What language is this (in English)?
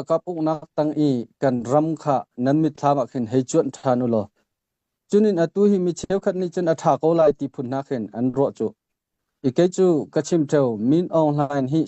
Hakha Chin